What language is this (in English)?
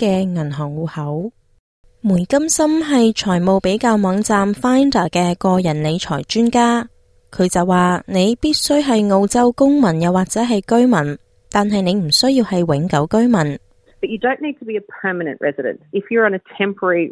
Cantonese